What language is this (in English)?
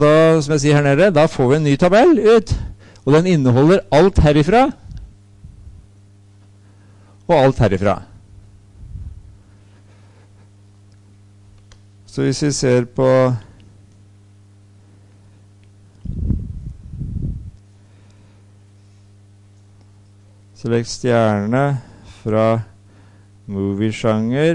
Norwegian